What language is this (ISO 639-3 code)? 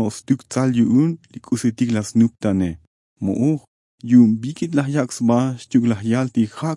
tzo